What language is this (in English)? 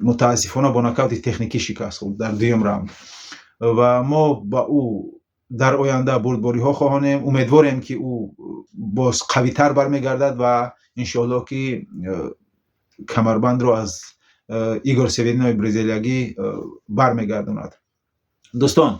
Tajik